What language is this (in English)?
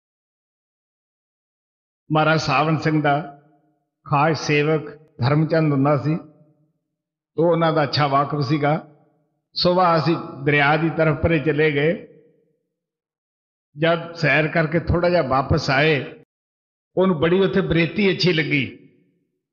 Punjabi